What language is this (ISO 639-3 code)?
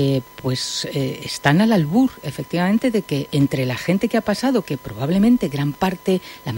spa